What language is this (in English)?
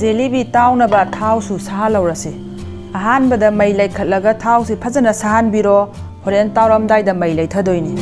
Manipuri